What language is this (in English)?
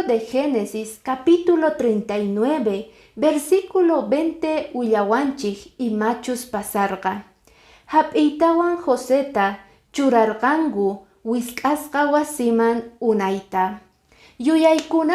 Quechua